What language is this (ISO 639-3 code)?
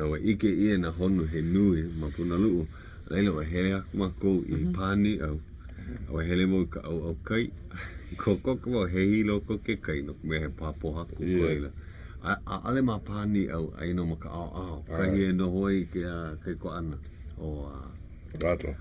haw